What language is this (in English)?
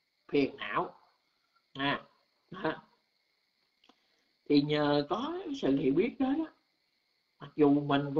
Vietnamese